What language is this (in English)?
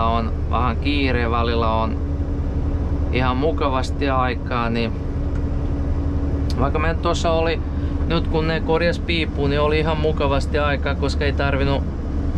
Finnish